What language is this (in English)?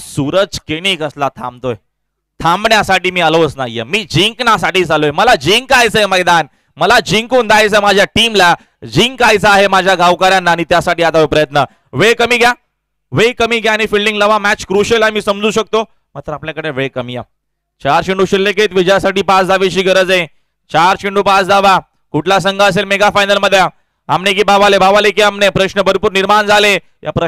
Marathi